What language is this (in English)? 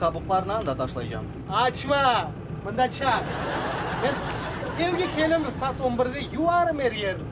Crimean Tatar